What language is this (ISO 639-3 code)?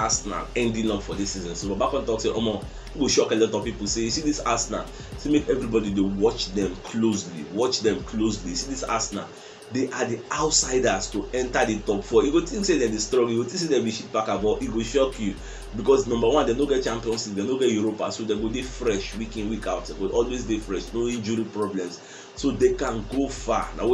pcm